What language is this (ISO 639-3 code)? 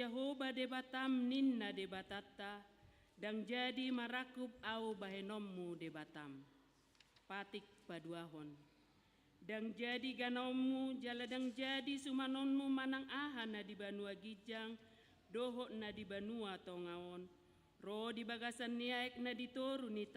bbc